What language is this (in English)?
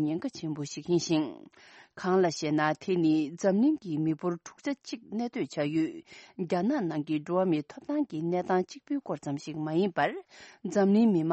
Tibetan